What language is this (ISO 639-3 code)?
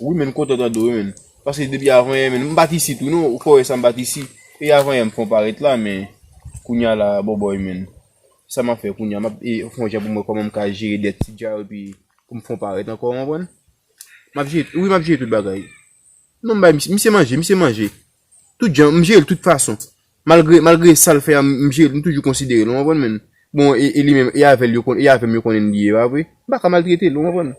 hat